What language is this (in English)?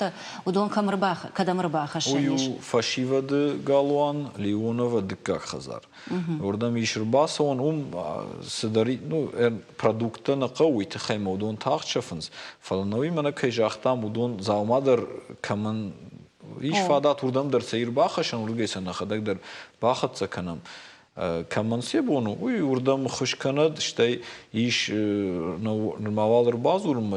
Ossetic